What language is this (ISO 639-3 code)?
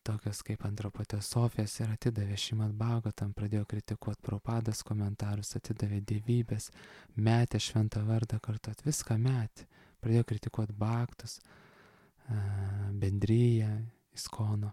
lit